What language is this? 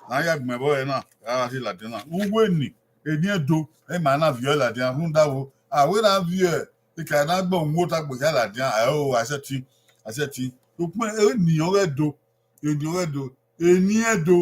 Bini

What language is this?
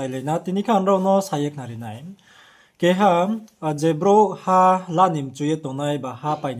Riang (India)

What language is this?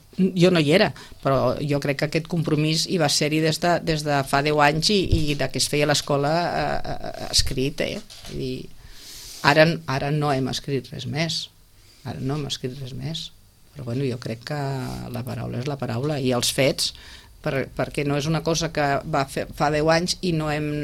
Catalan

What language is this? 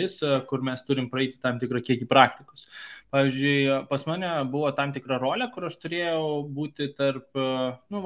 Lithuanian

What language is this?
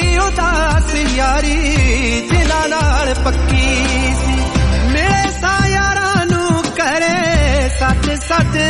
Punjabi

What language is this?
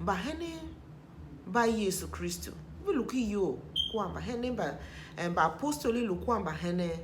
Tiv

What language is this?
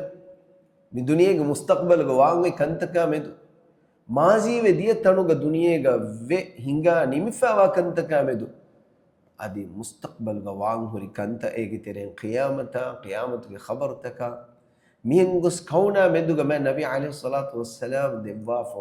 Divehi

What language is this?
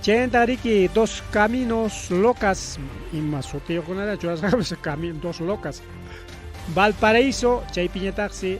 Ayacucho Quechua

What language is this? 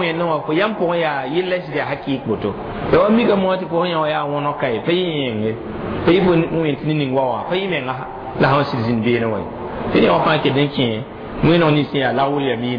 Mossi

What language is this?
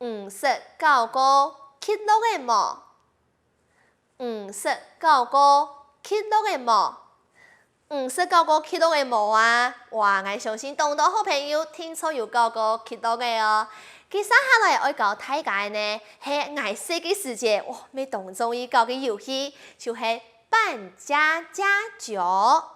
Hakka Chinese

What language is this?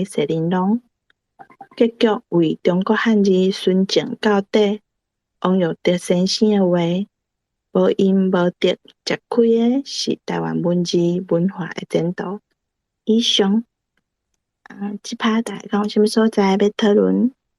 Min Nan Chinese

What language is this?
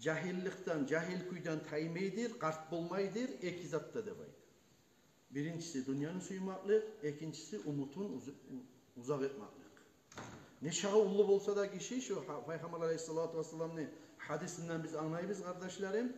Kumyk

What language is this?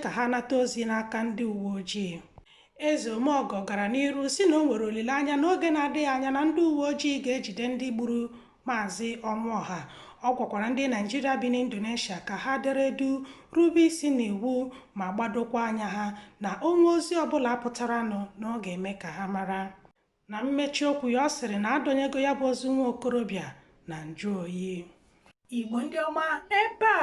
Igbo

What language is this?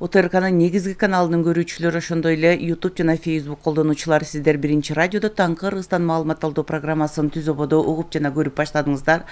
Kyrgyz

